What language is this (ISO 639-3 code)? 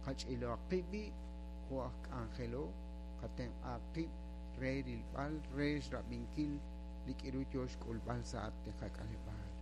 kek